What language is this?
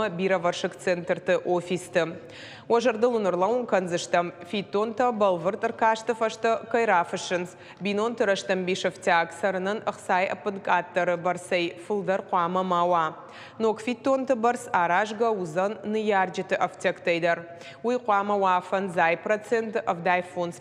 Ossetic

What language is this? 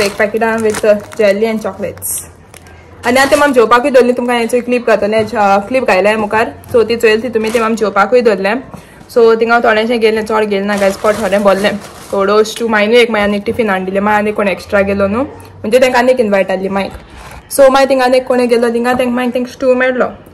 Konkani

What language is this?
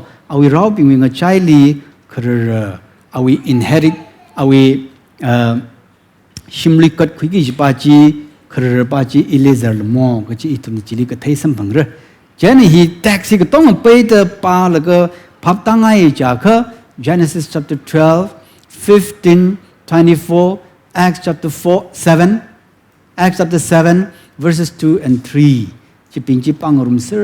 Tangkhul Naga (India)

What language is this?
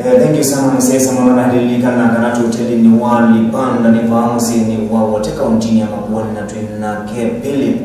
Kamba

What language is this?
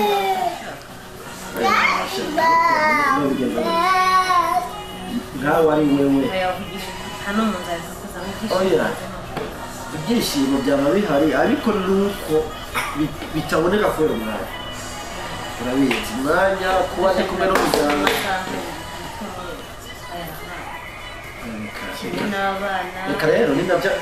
Kinyarwanda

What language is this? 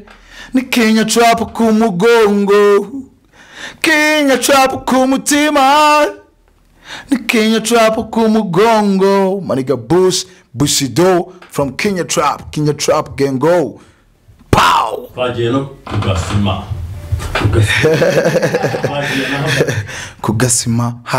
Kinyarwanda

